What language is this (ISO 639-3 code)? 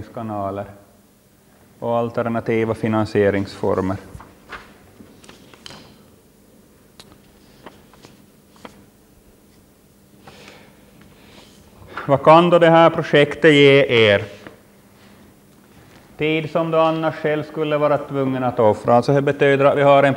swe